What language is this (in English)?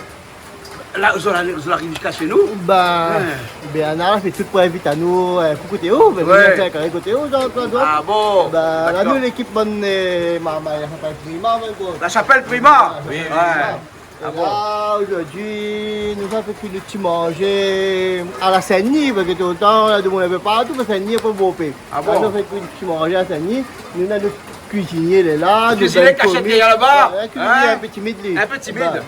Réunion Creole French